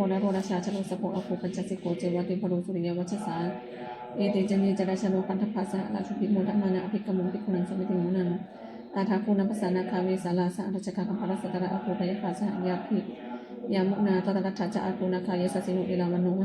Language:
Pali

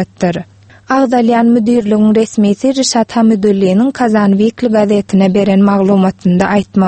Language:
Turkmen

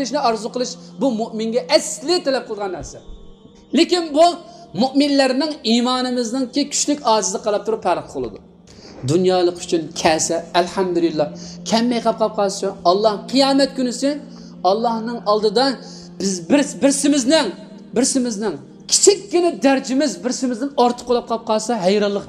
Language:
Uyghur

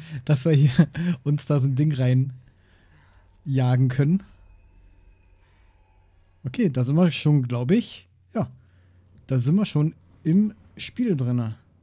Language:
German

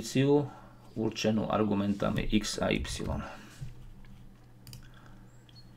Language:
Slovak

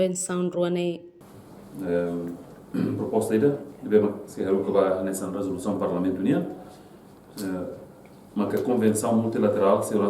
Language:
Tetum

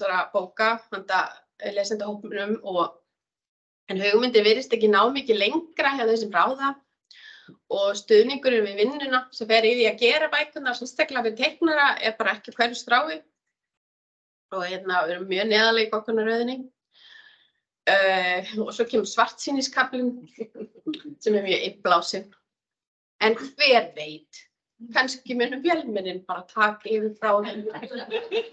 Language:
Icelandic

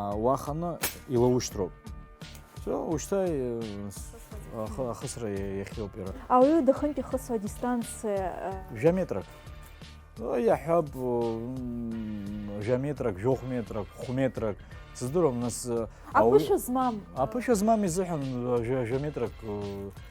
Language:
Abkhazian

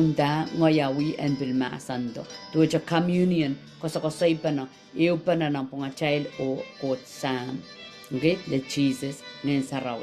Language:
Pohnpeian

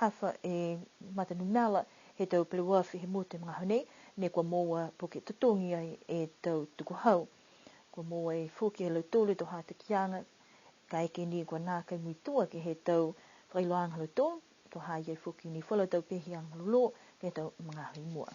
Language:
Niuean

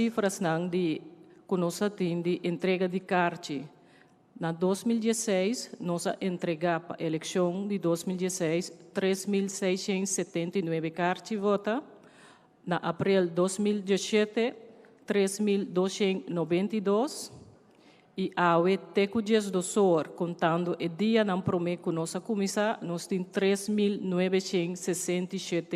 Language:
Papiamento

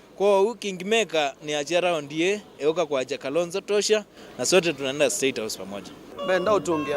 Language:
Kamba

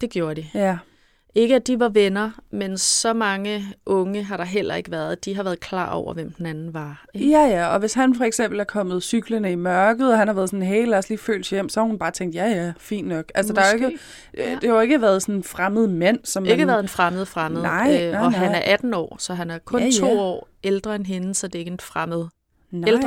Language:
Danish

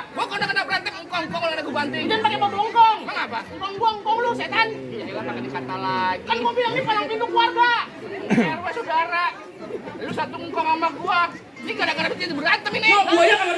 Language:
Betawi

